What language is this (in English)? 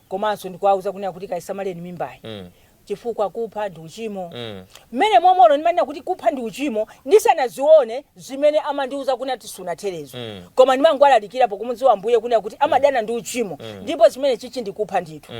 Nyanja